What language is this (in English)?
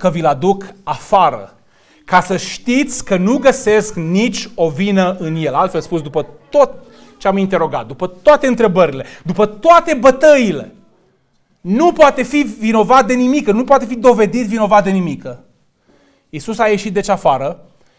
Romanian